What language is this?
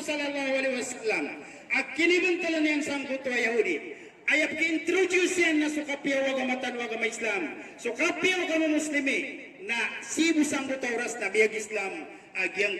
Maranao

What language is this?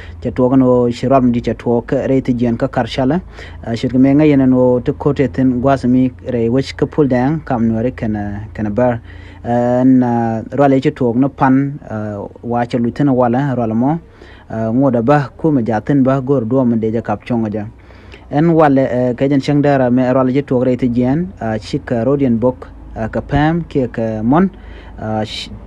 Nuer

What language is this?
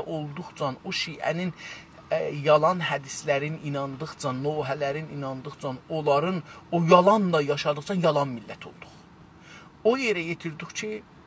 South Azerbaijani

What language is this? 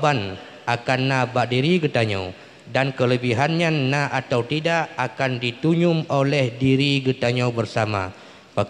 Achinese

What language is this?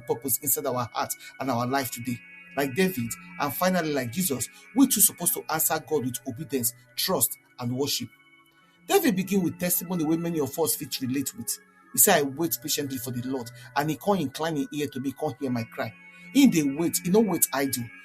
Nigerian Pidgin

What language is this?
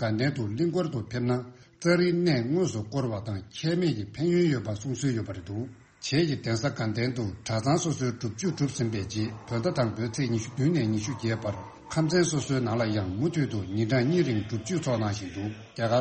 Tibetan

